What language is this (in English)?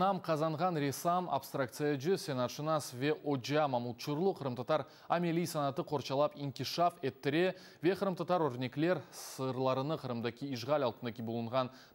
Crimean Tatar